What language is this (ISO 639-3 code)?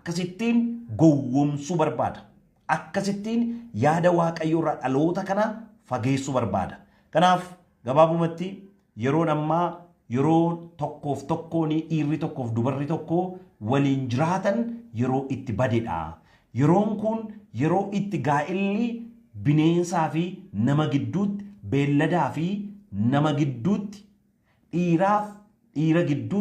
orm